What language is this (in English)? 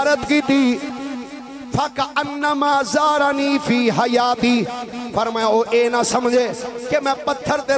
Western Panjabi